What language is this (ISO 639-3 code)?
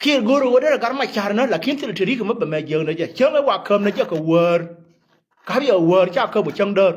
nus